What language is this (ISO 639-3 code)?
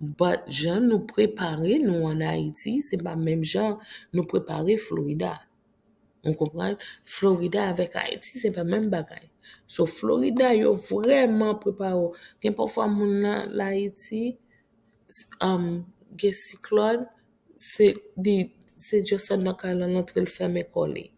hat